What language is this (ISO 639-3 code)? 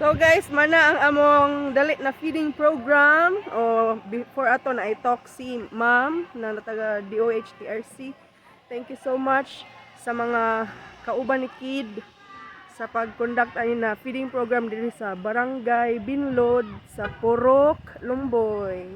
ceb